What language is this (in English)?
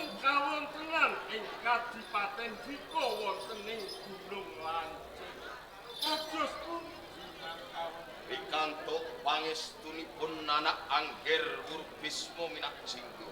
Javanese